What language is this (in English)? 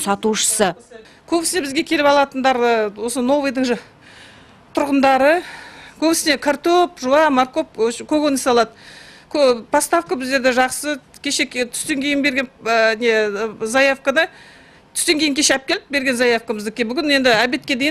Kazakh